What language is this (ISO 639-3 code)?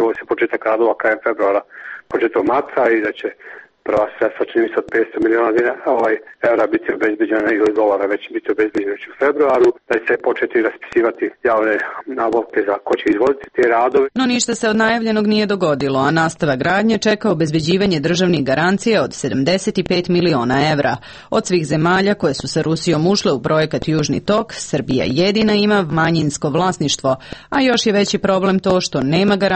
srp